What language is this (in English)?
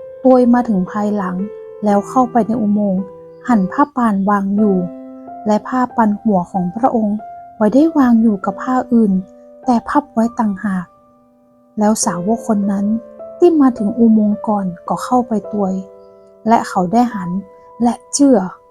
Northern Thai